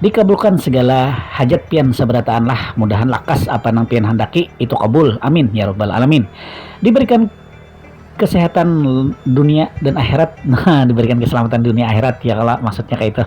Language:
Banjar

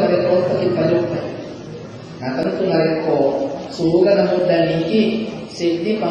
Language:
Buginese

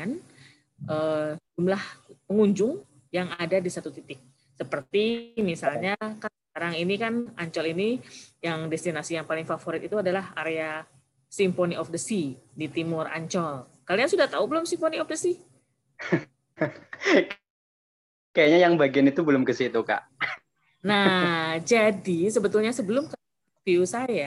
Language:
Indonesian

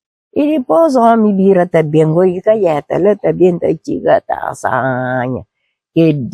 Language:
Kabuverdianu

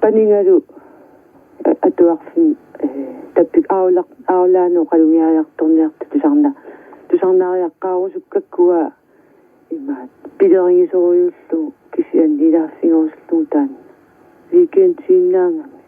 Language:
Kalaallisut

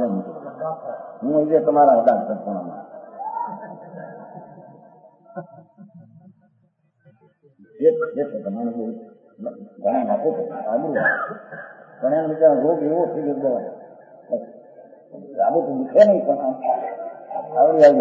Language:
Gujarati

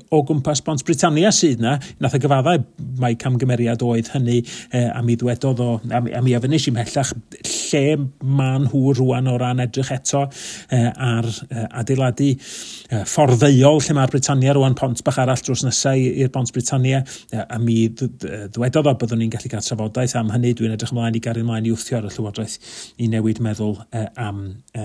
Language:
Welsh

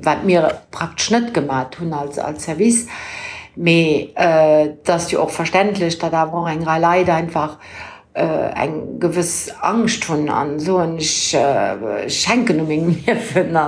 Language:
Luxembourgish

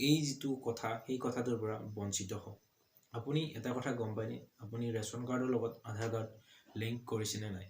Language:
Assamese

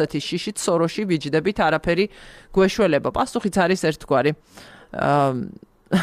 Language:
Georgian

